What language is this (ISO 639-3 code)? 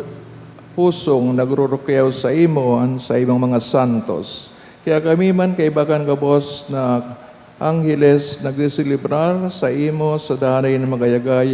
bik